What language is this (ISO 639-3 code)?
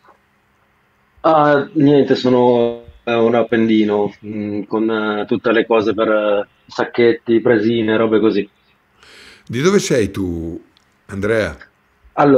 ita